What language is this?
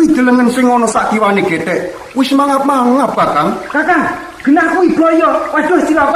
Javanese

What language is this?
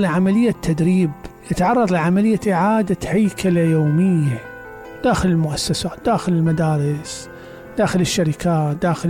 Mesopotamian Arabic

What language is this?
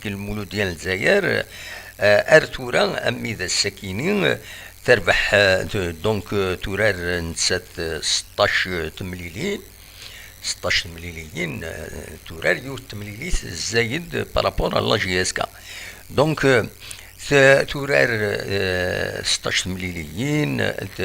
Kabyle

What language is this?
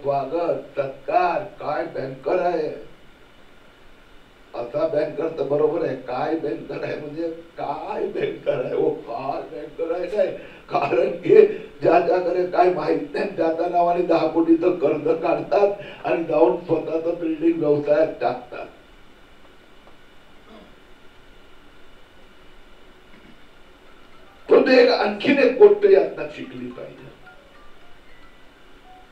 Marathi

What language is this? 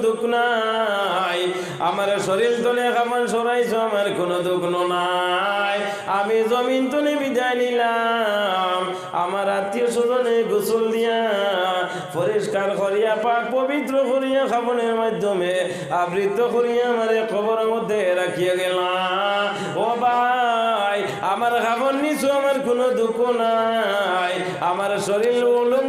Sylheti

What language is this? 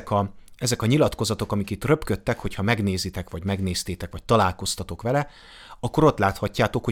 Hungarian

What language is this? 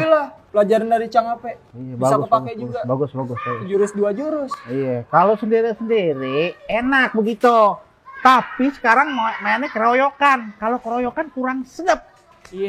Betawi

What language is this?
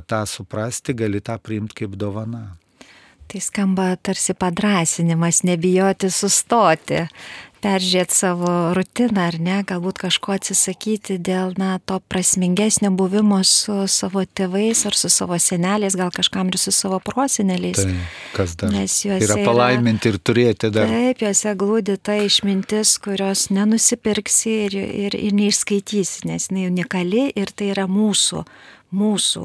Lithuanian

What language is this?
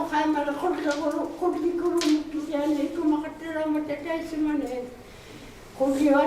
Inuktitut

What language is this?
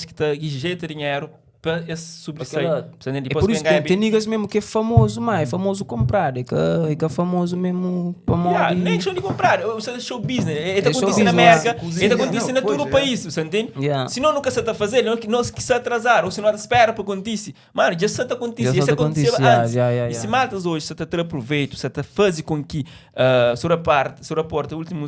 Kabuverdianu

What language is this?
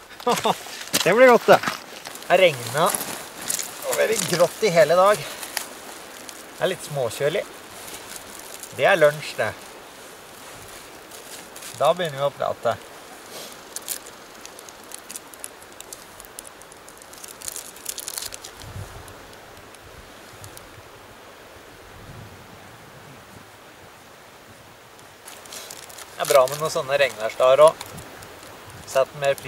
Norwegian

